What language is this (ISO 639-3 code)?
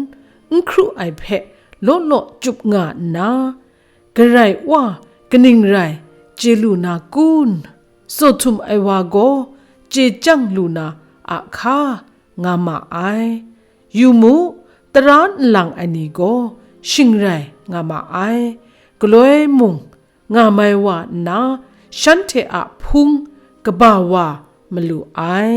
kac